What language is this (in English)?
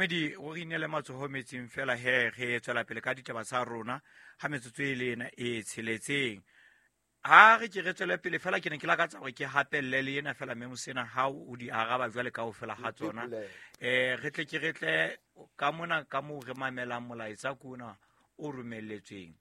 Southern Sotho